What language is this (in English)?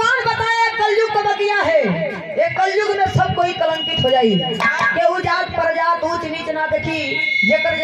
Bhojpuri